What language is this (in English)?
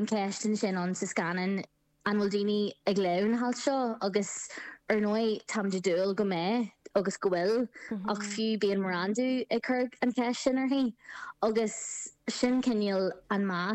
Irish